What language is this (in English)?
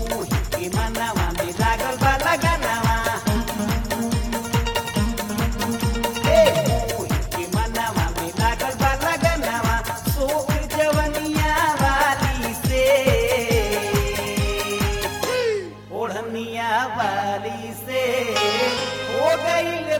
Bhojpuri